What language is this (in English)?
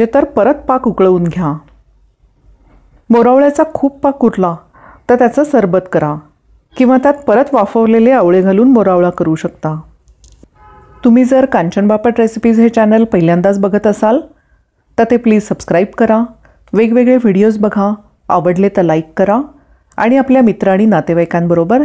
Marathi